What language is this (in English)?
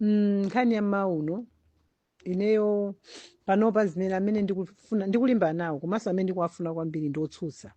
Nyanja